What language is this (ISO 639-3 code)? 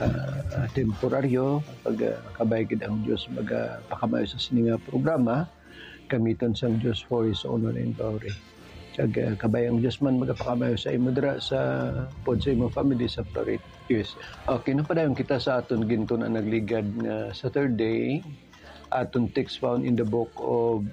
hil